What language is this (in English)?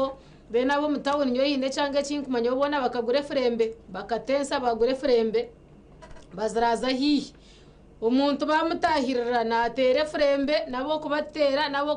Nyankole